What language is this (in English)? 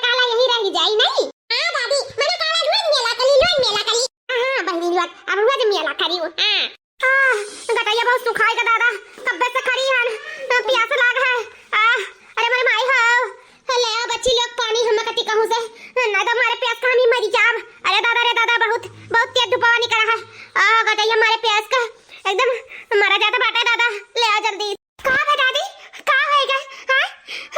Awadhi